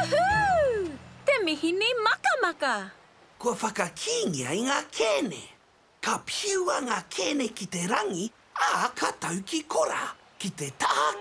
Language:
Māori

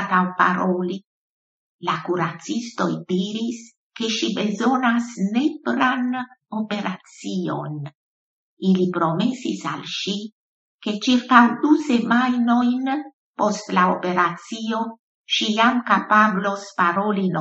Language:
Esperanto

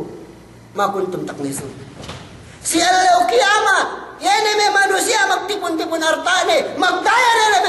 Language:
Yakan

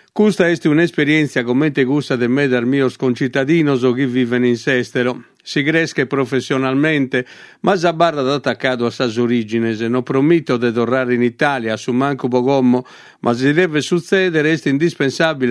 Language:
Sardinian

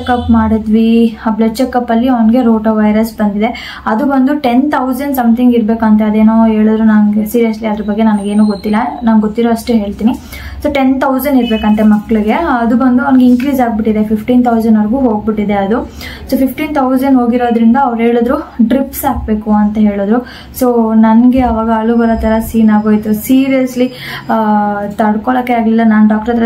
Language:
Kannada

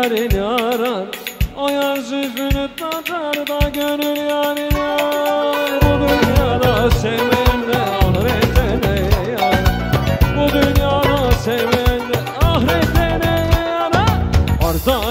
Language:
Turkish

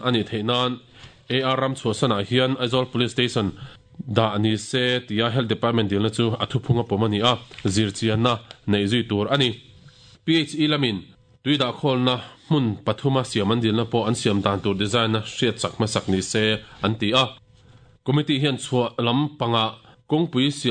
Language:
Mizo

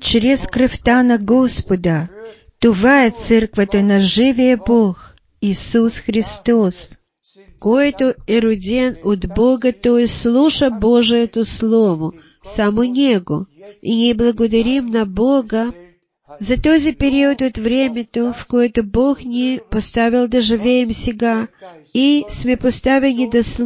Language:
Bulgarian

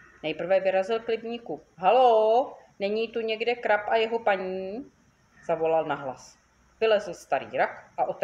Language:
Czech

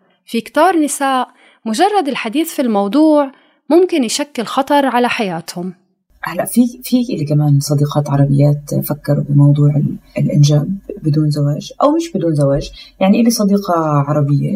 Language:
North Levantine Arabic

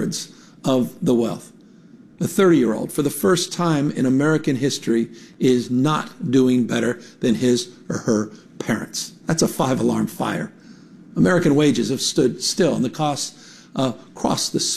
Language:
English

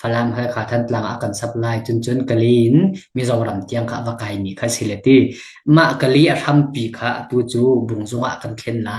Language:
Hakha Chin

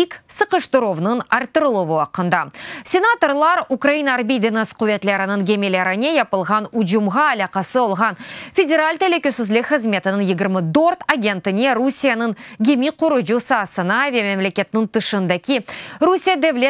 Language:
Crimean Tatar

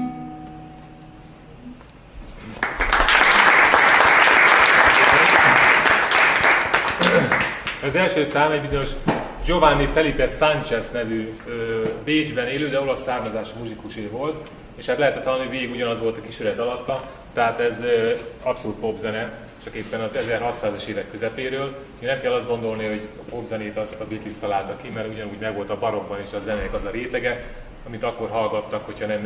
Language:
Hungarian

